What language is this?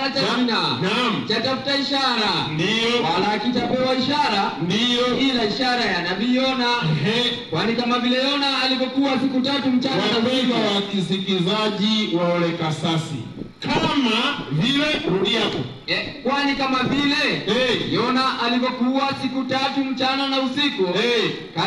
Swahili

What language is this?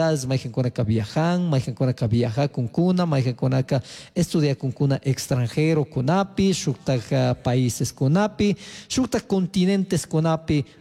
Chimborazo Highland Quichua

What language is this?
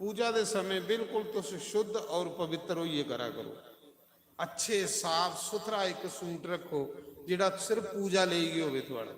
Dogri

